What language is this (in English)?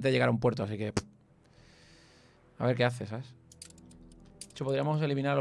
Spanish